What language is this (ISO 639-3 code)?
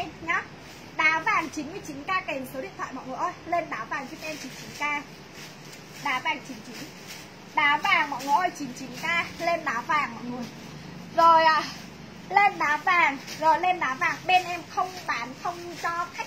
vie